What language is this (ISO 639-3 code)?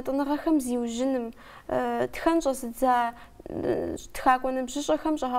kbd